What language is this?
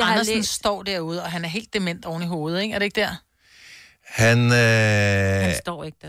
Danish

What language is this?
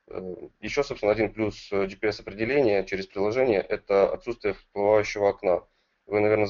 Russian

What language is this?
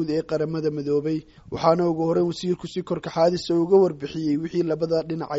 Somali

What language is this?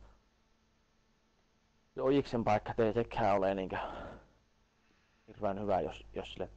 Finnish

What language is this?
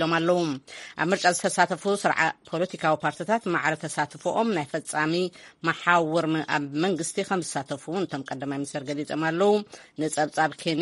Tigrinya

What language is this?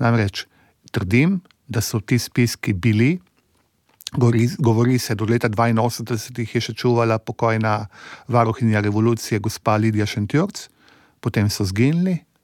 Slovenian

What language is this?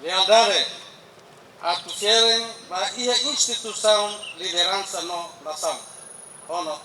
Tetum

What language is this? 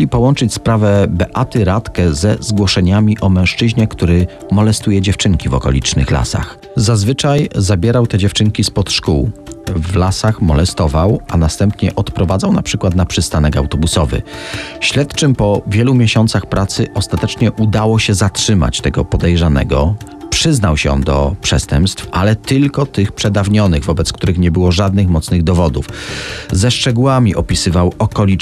Polish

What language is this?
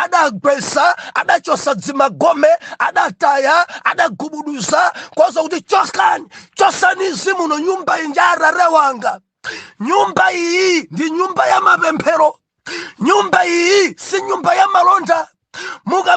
Nyanja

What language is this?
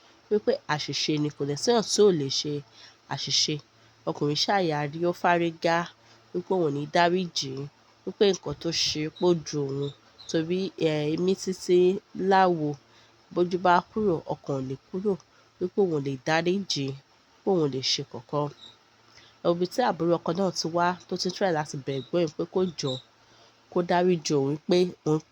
Yoruba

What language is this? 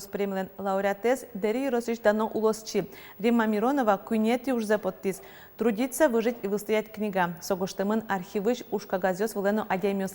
Udmurt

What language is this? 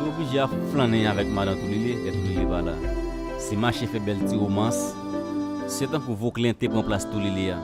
Haitian Creole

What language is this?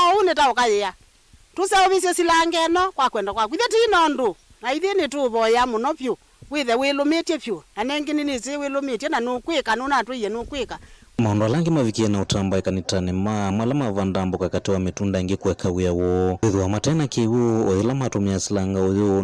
Kamba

